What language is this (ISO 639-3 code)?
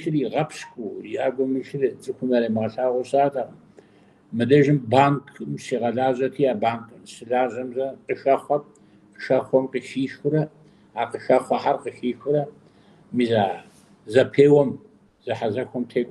kbd